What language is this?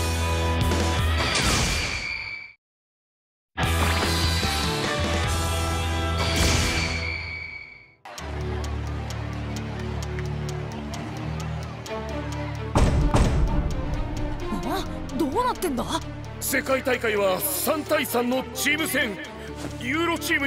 Japanese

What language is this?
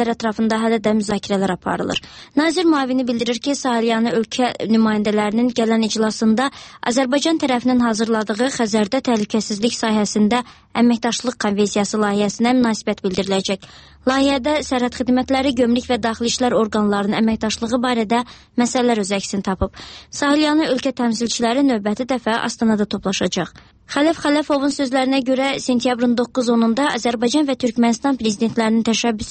Azerbaijani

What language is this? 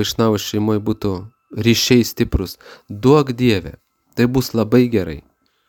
Lithuanian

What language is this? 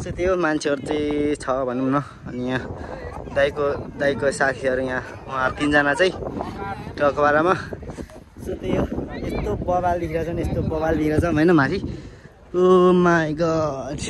Nepali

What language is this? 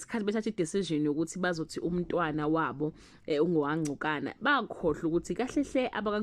Zulu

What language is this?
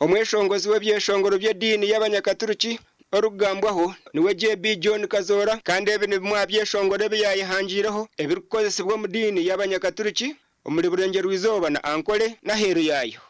Nyankole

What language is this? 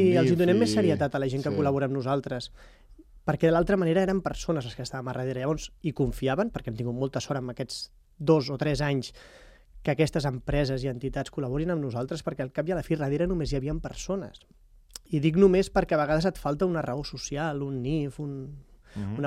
Catalan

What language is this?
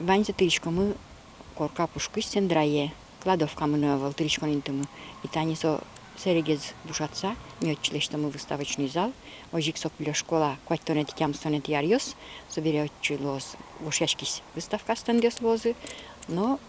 Udmurt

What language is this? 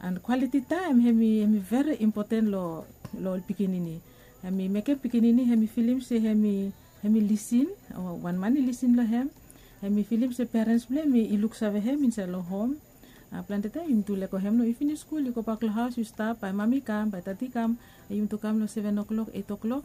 Bislama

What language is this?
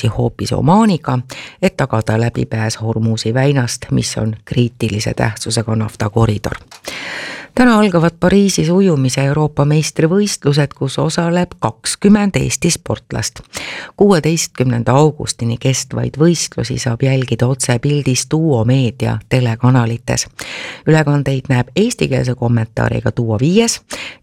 Estonian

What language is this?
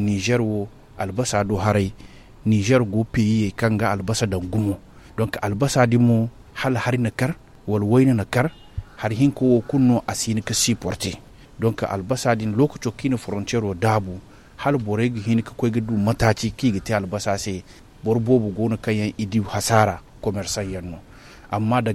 Zarma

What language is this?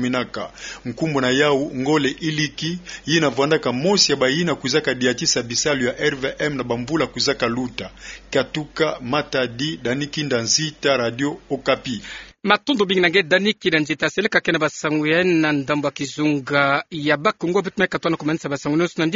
Kituba (Democratic Republic of Congo)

